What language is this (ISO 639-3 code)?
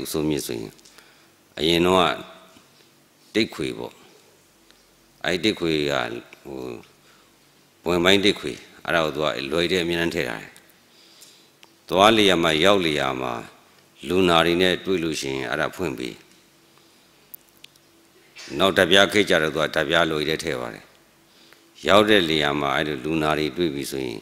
mya